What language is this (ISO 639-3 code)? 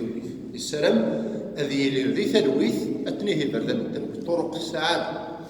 kab